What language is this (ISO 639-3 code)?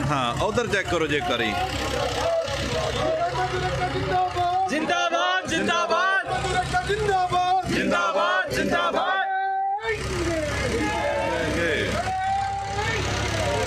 pan